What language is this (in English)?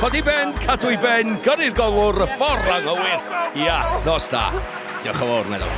Welsh